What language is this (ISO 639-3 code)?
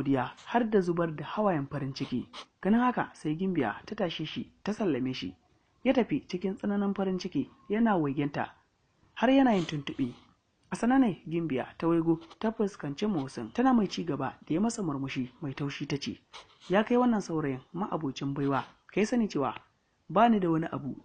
hau